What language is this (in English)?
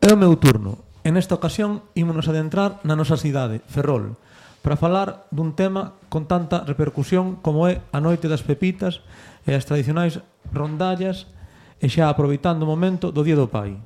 Galician